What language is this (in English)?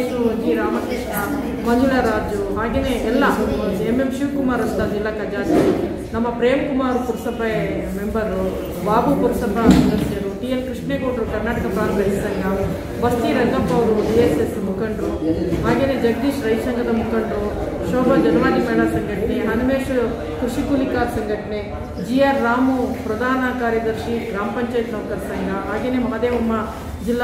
Kannada